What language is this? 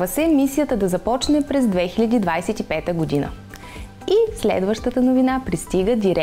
Bulgarian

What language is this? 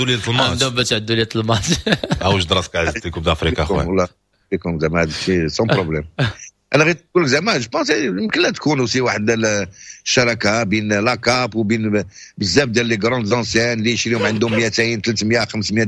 Moroccan Arabic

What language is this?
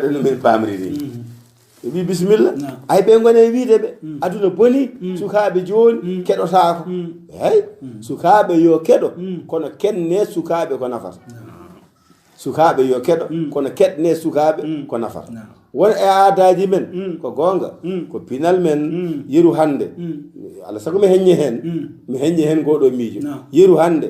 Fula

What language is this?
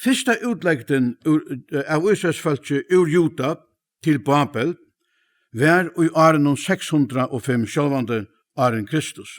Faroese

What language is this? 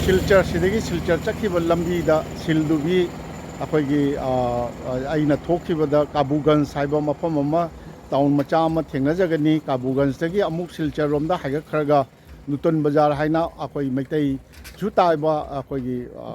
Manipuri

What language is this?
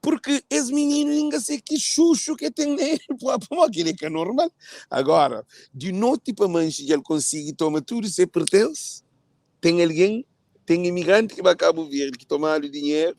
Kabuverdianu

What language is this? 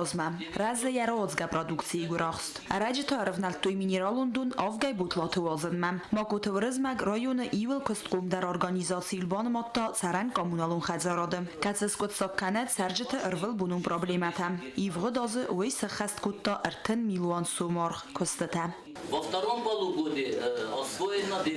Ossetic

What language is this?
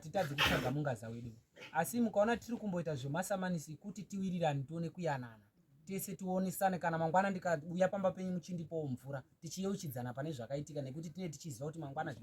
Shona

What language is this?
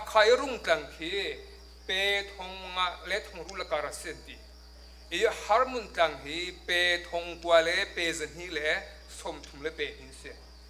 Hakha Chin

